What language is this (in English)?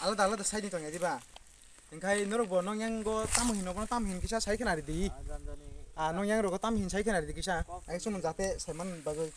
Kok Borok